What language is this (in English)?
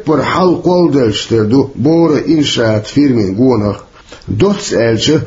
Chechen